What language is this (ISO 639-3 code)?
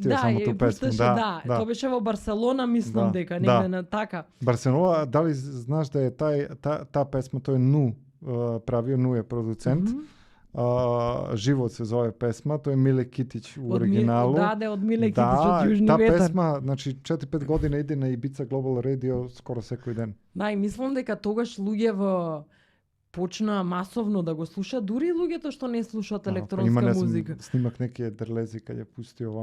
mkd